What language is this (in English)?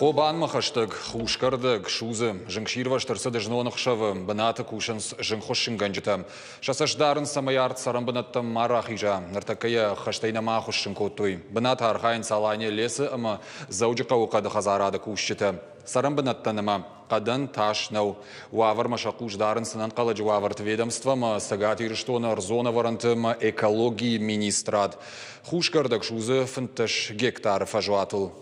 Ossetic